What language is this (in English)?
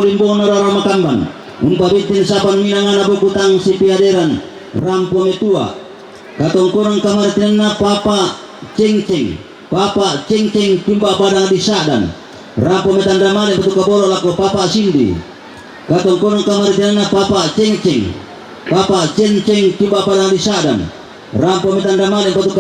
Toraja-Sa'dan